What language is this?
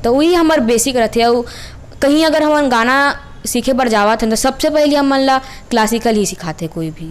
Chhattisgarhi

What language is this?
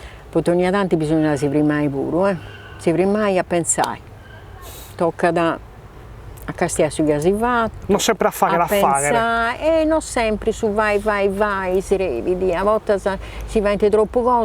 Sardinian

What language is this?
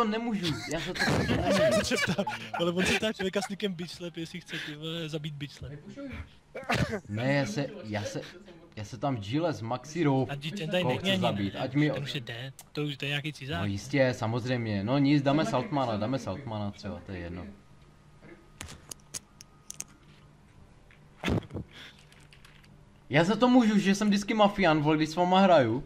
Czech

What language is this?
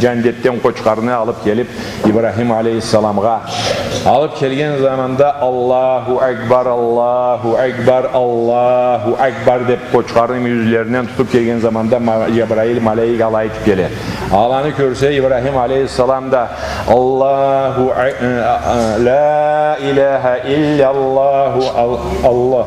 Karachay-Balkar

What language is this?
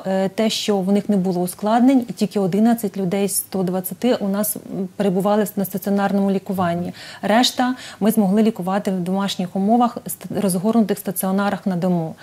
Ukrainian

